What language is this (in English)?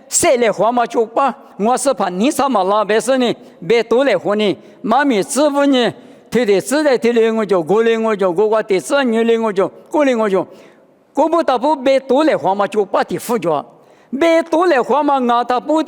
Lisu